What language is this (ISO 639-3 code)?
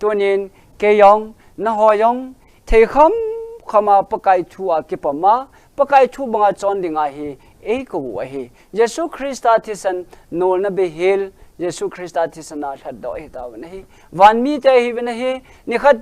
tcz